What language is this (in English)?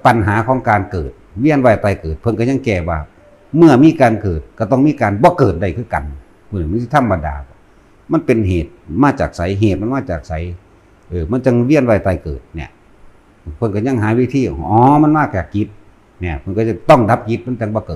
Northeastern Thai